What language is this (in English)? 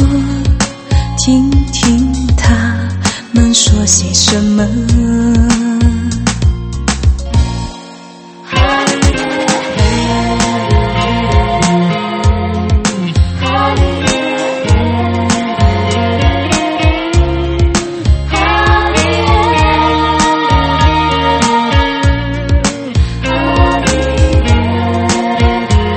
Chinese